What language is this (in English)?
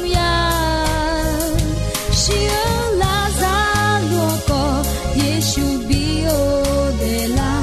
Akha